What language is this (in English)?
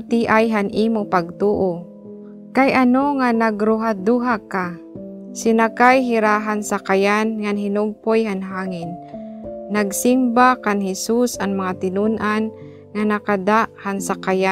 Waray